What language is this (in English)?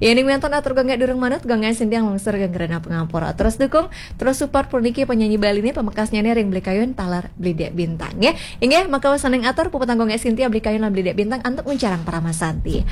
Balinese